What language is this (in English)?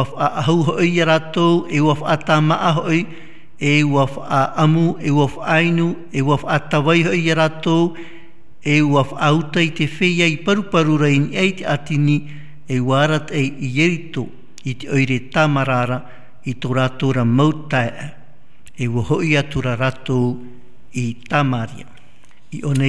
Tahitian